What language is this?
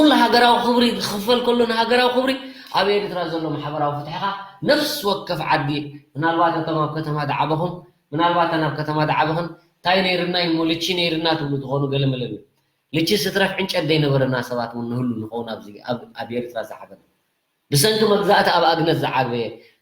Tigrinya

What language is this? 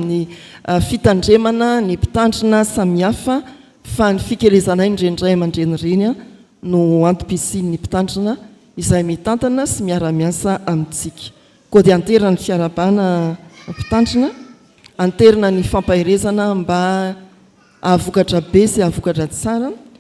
Malagasy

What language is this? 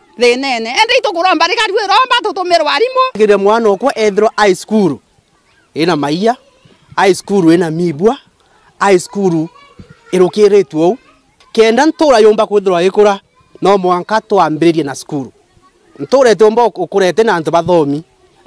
Meru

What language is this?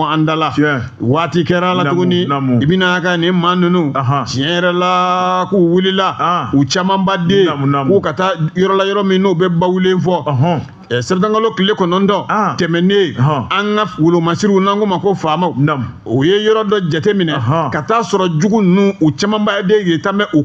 Bambara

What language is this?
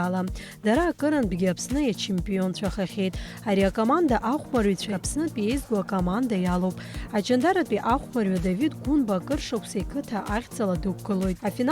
Abkhazian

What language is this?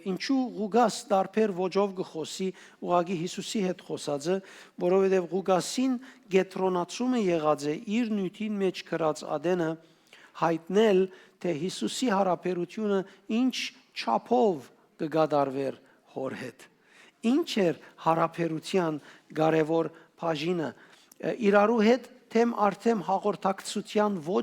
Western Armenian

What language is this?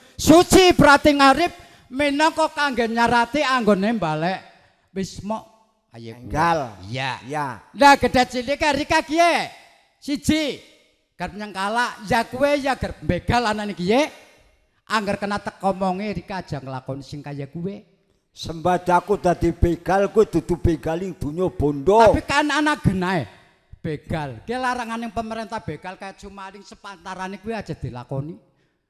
Javanese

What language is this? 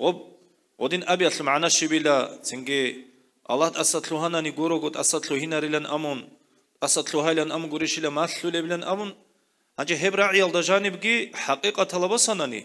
Avaric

